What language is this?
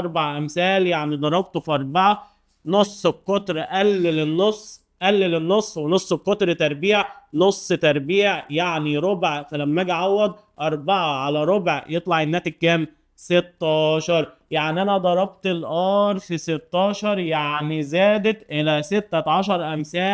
Egyptian Arabic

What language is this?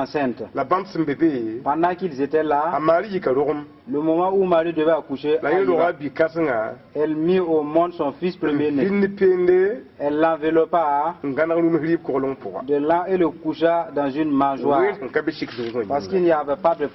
Mossi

